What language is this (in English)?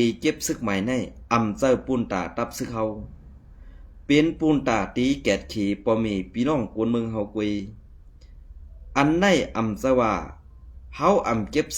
Shan